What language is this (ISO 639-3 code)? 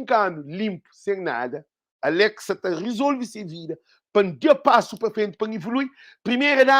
kea